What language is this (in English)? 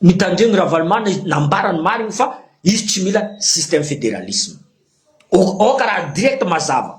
Malagasy